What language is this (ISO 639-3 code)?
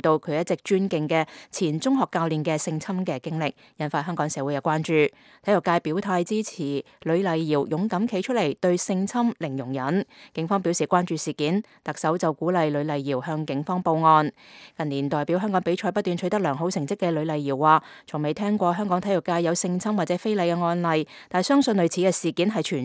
yue